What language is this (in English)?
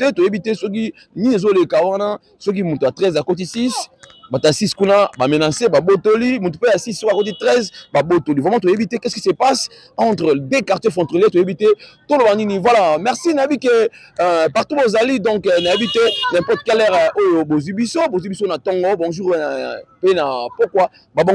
Lingala